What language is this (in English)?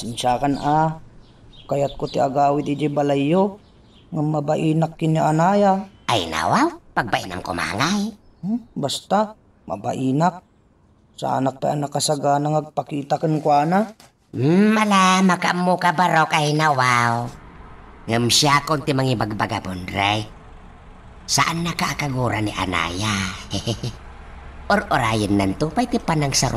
Iloko